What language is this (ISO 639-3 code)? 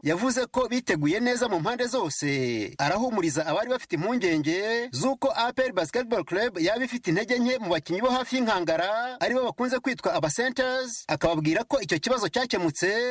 kin